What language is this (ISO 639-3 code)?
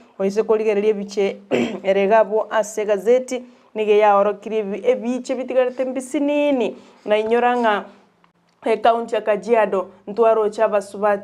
guz